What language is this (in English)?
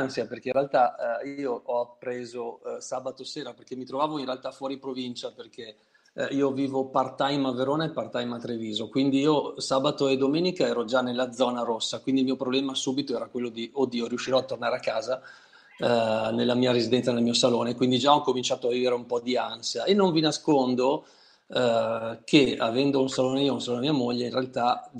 Italian